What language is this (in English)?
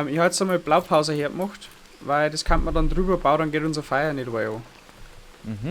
Bavarian